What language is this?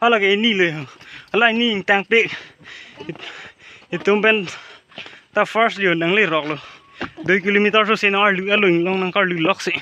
Karbi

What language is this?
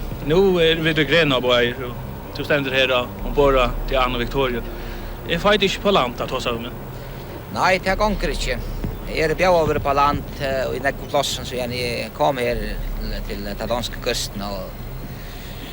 Faroese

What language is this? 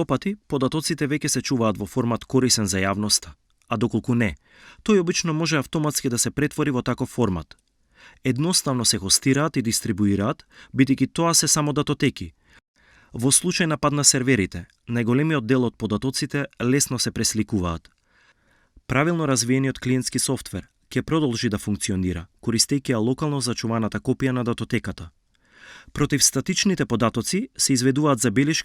Macedonian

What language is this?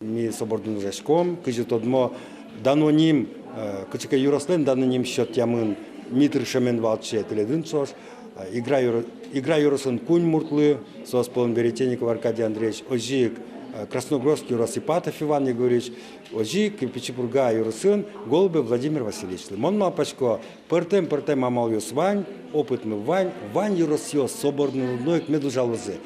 Udmurt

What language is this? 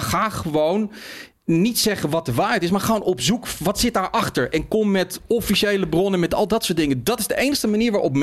Dutch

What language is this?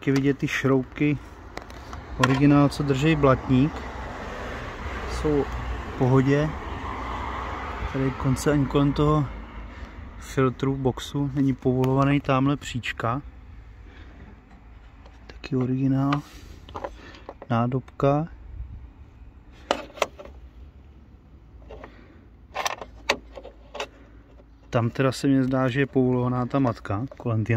Czech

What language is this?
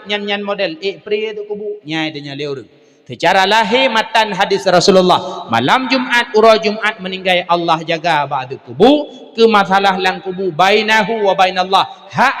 Achinese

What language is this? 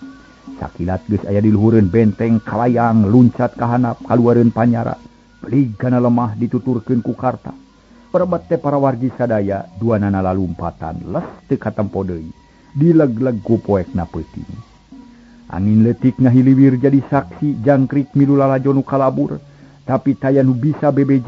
Sundanese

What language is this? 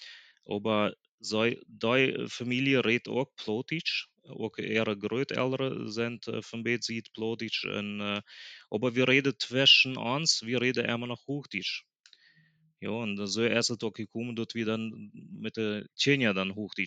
Plautdietsch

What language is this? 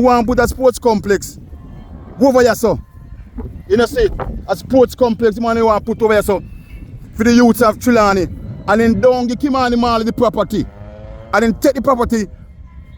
Jamaican Creole English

